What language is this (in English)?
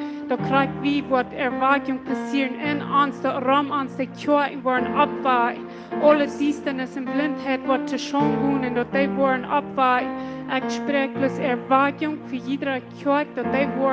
Plautdietsch